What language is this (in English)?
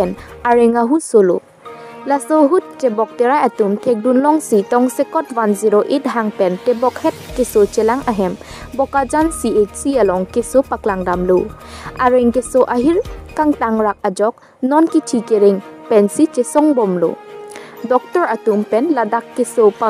Karbi